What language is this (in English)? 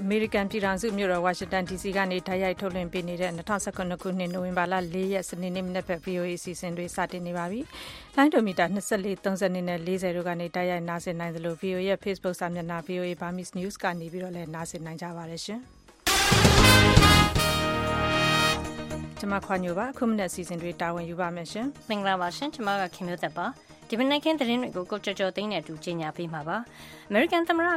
Burmese